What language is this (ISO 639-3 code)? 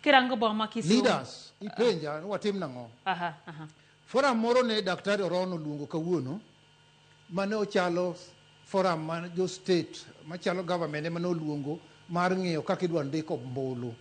luo